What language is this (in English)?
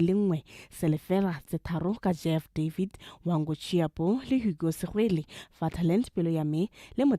Tswana